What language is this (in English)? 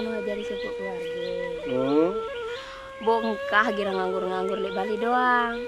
Sasak